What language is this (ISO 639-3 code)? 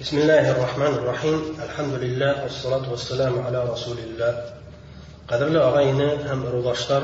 bak